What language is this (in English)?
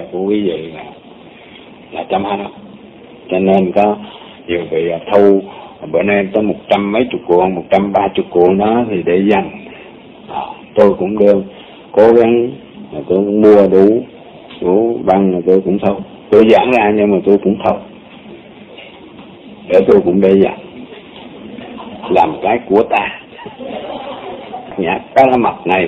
Vietnamese